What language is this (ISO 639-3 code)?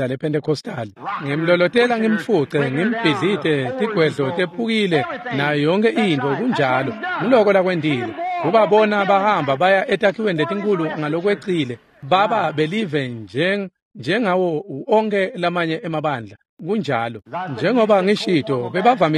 ssw